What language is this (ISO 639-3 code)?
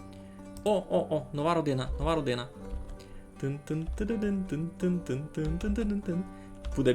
rue